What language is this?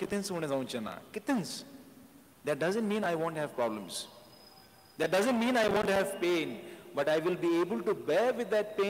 Konkani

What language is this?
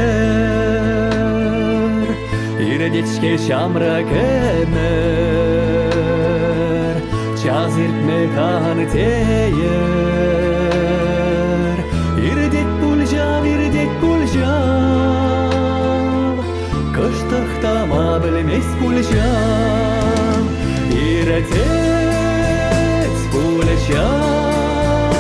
Chuvash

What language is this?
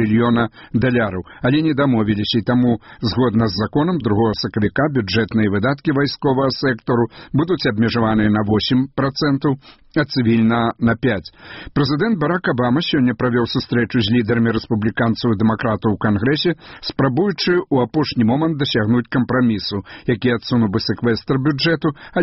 Belarusian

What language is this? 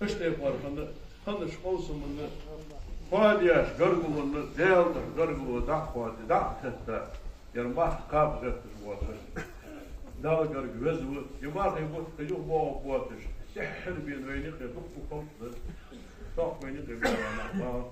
Ingush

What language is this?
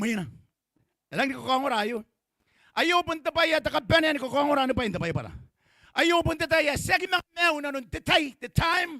Gilbertese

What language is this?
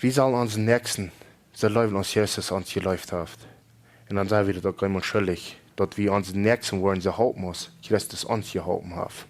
Plautdietsch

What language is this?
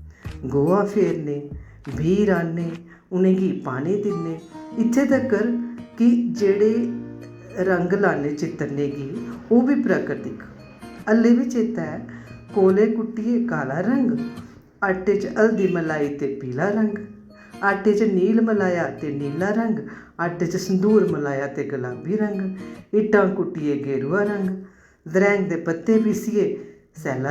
Dogri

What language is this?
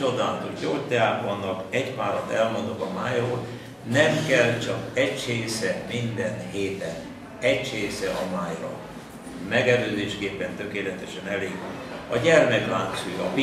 Hungarian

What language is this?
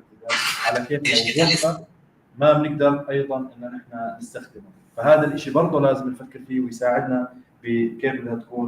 North Levantine Arabic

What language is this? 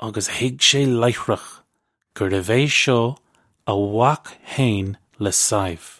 Irish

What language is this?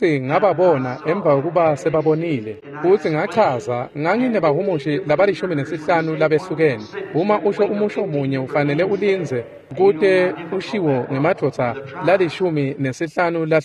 Swati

